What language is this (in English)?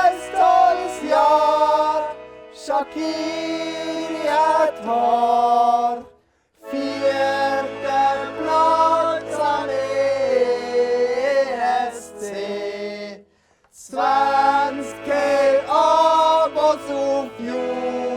Swiss German